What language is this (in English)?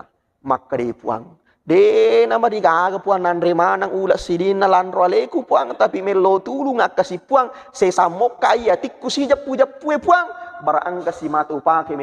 Buginese